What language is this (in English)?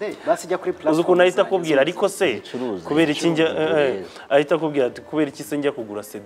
Kinyarwanda